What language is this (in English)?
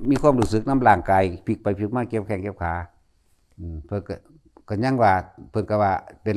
Northeastern Thai